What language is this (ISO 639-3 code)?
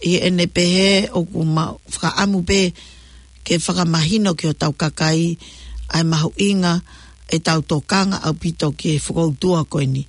ton